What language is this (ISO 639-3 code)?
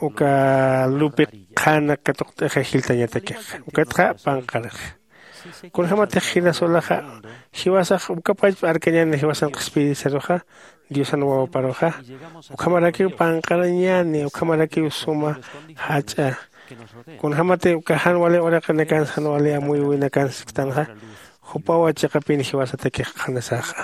aym